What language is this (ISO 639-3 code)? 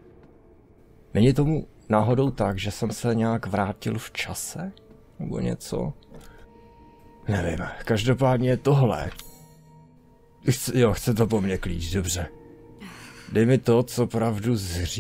ces